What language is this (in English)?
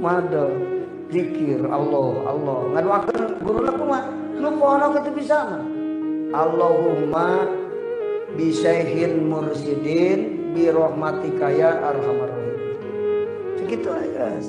Sundanese